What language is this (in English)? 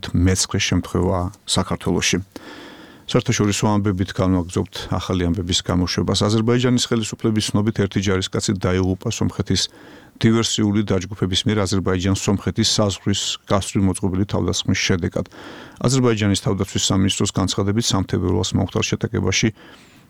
Georgian